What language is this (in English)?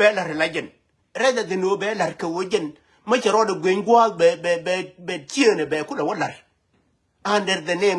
Nuer